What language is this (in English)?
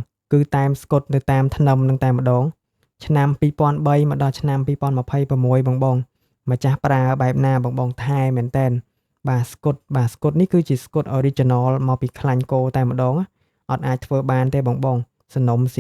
Khmer